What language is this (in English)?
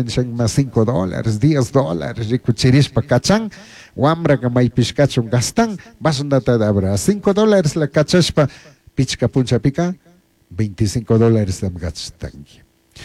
Chimborazo Highland Quichua